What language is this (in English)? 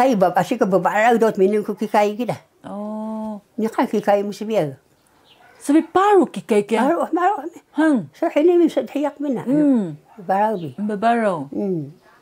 Taroko